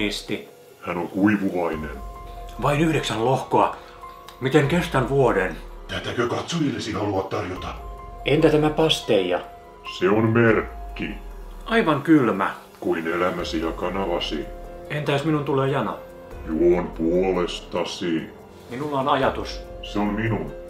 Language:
Finnish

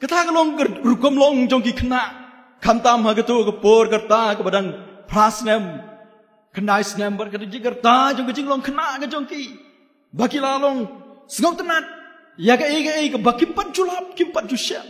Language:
Khasi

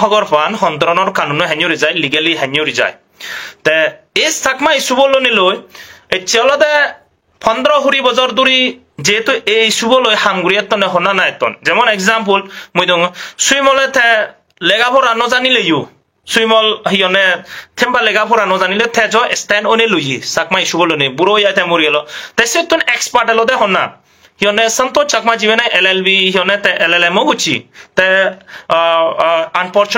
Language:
Chakma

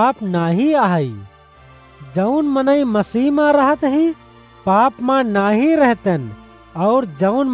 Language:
Awadhi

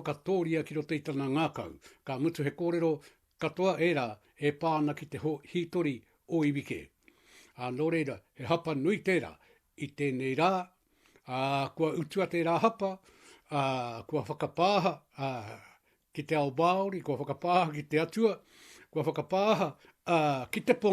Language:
Māori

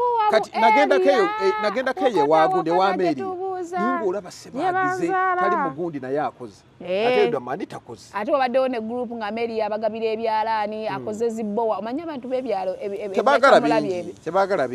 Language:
Ganda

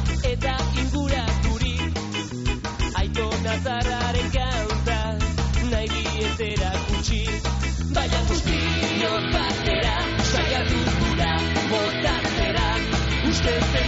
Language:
Basque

